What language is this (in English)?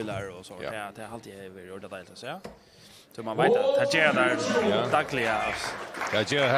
Faroese